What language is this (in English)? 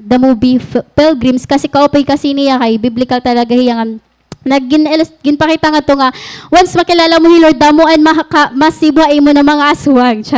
Waray